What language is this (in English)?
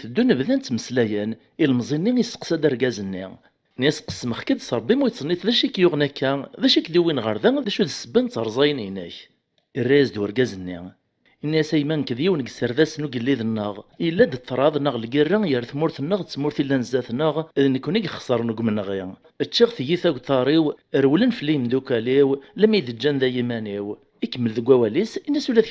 Kabyle